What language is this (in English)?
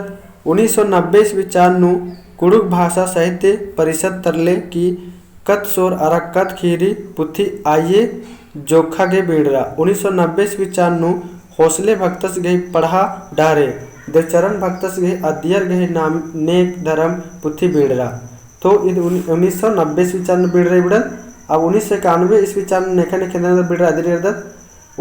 Kurukh